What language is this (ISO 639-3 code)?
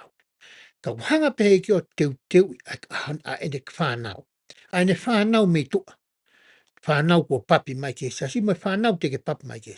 ton